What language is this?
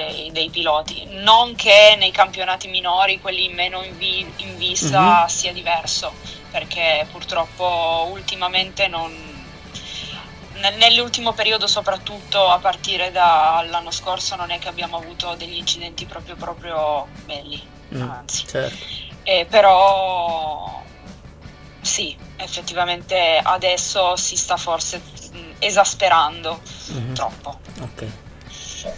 Italian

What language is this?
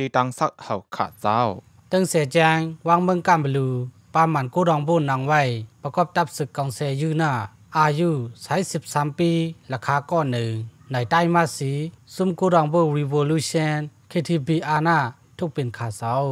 Shan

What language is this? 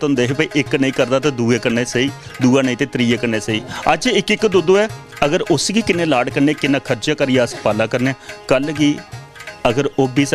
Dogri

